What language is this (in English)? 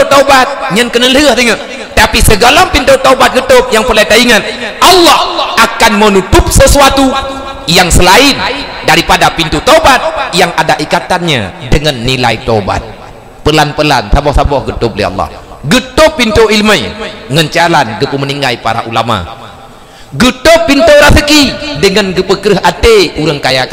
Achinese